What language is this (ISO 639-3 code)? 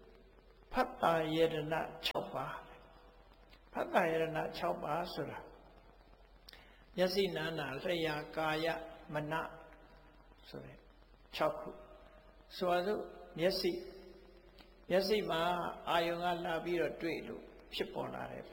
mya